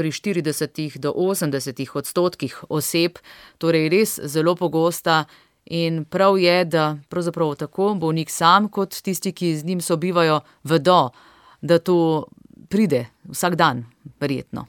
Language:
Slovenian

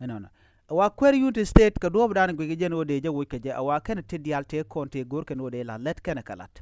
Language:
Nuer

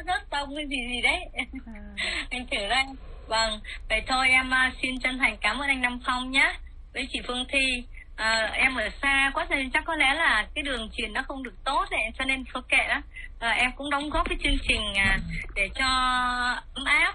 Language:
Vietnamese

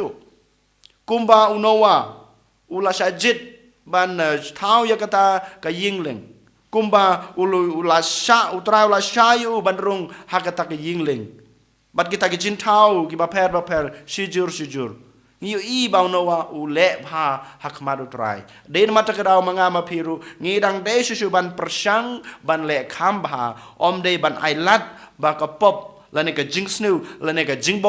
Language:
Khasi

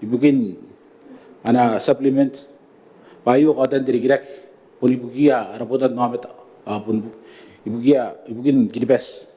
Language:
Gilbertese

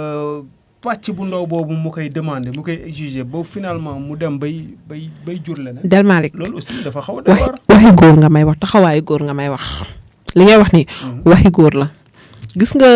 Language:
Wolof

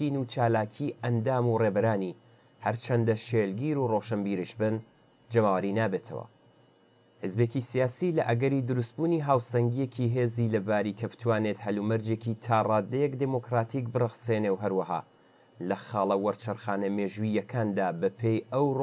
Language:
Central Kurdish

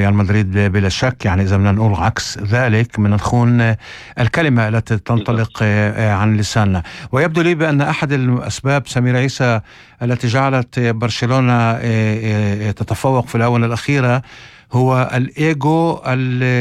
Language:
North Levantine Arabic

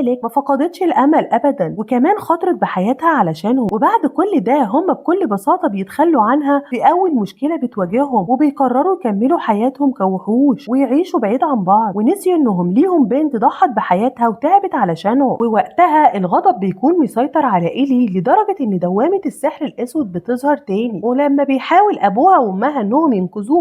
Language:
Egyptian Arabic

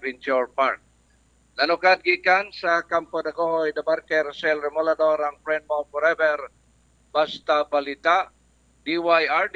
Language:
Cebuano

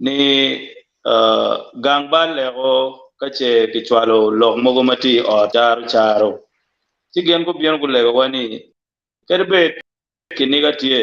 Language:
Acoli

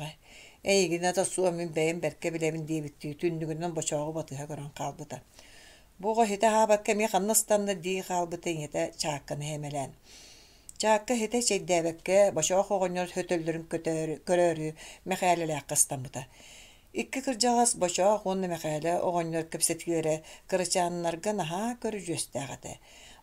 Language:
Yakut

